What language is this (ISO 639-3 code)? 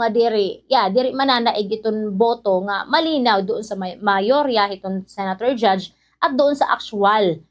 war